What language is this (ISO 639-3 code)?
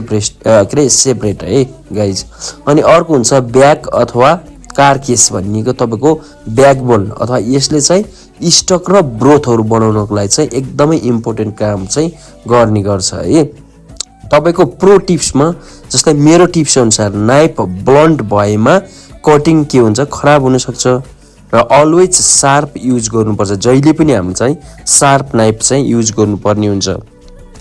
nep